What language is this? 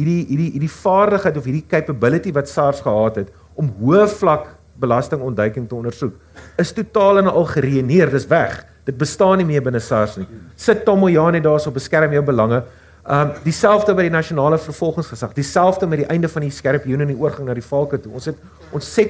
Afrikaans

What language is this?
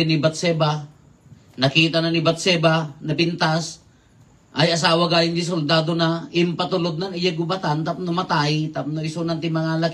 Iloko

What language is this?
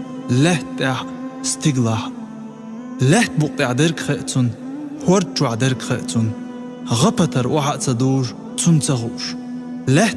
Chechen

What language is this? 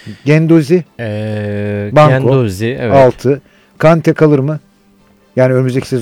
Turkish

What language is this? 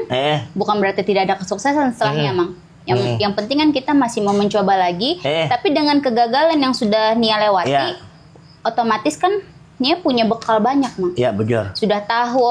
Banjar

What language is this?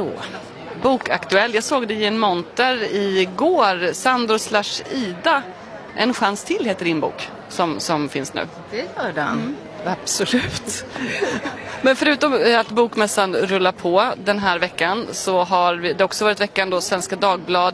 Swedish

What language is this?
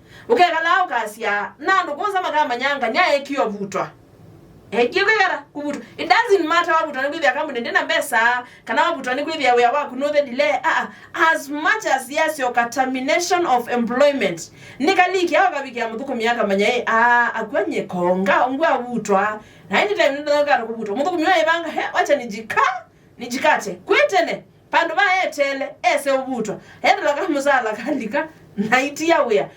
Kamba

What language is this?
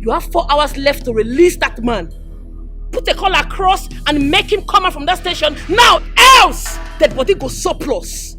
Nigerian Pidgin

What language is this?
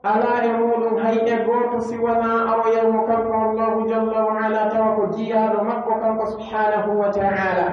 Pular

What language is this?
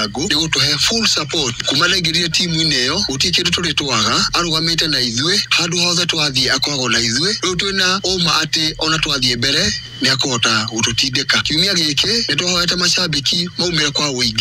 Kikuyu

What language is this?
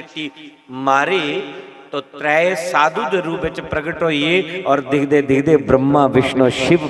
Dogri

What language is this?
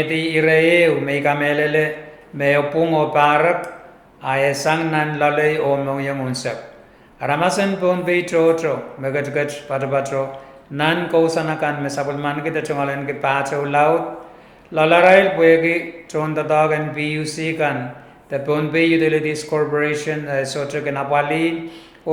Pohnpeian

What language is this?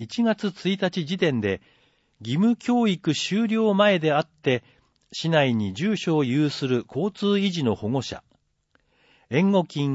Japanese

